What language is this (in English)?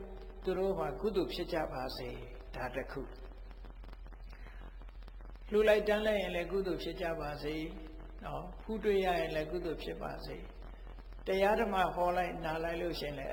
Burmese